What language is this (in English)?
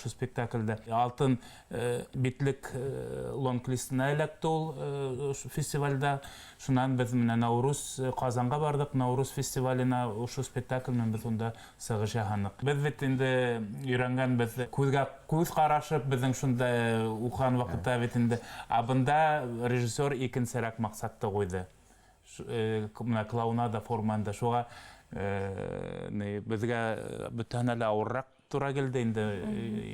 Bashkir